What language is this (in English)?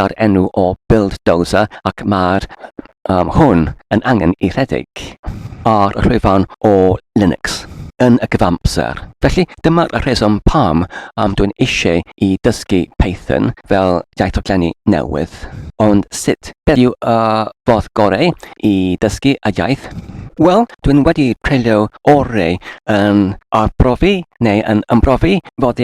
Welsh